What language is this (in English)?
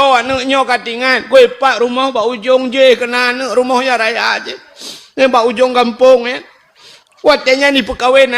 Achinese